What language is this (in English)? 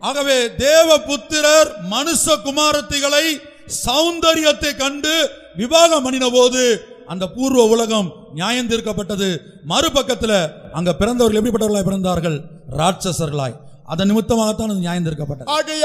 Tamil